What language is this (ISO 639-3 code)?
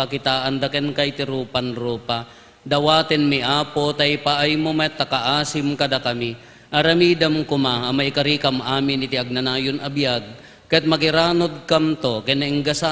ilo